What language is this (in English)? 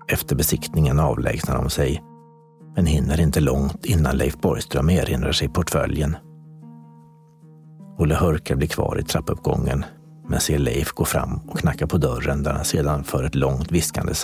Swedish